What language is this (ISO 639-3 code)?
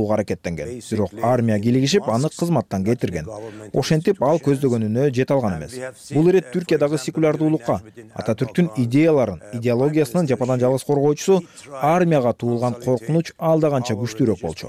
kir